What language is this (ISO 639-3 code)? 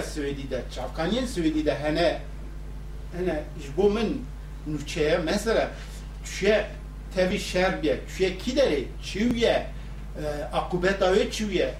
kur